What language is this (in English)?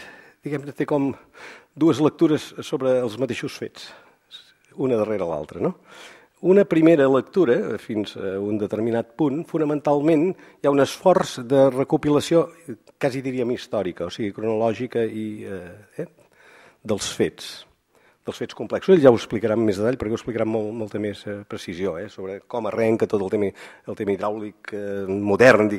Catalan